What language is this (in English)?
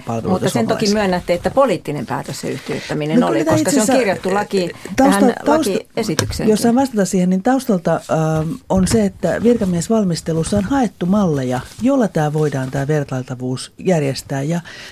Finnish